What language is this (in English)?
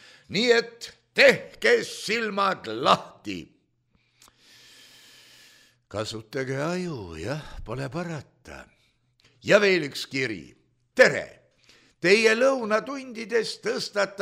Estonian